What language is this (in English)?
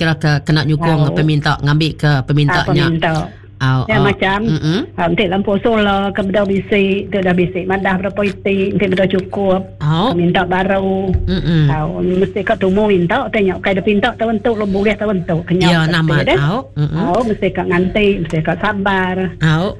Iban